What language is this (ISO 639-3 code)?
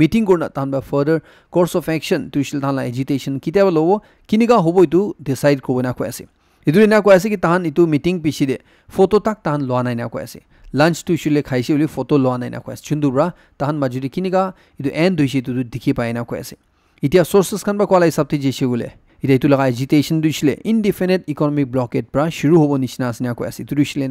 nag